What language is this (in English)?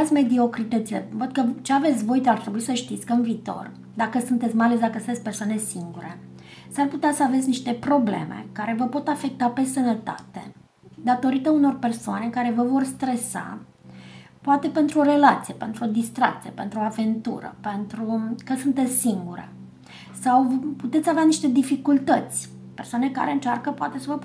Romanian